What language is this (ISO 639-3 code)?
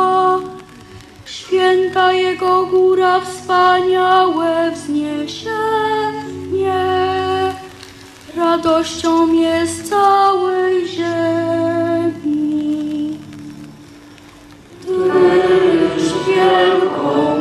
pol